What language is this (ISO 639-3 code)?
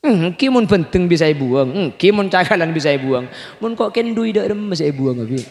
mad